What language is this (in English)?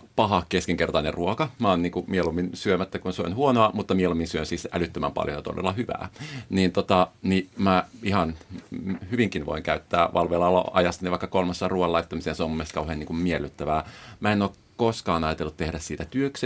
Finnish